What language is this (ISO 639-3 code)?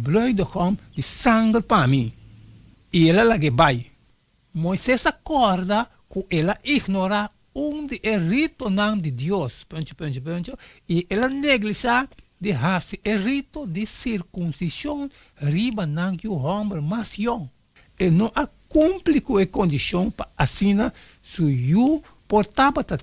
pap